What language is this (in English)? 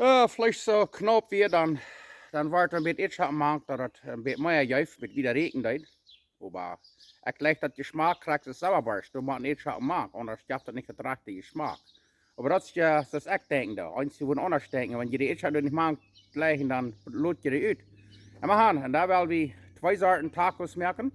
Plautdietsch